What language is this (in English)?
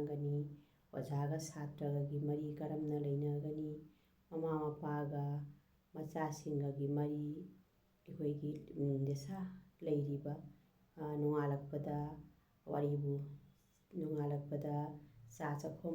Manipuri